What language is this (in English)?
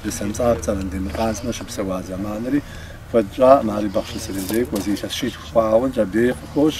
Kabardian